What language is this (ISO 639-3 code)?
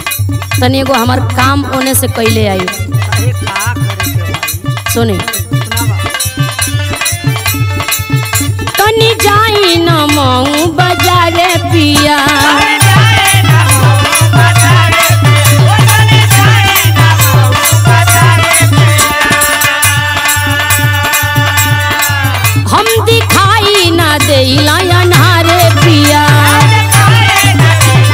bho